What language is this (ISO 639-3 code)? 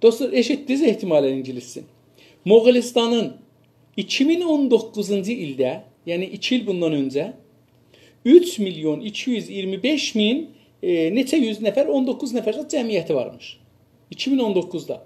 azb